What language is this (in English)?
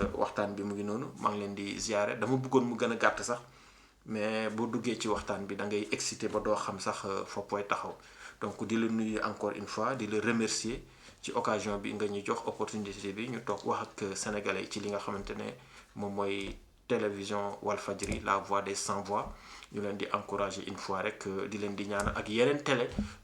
Wolof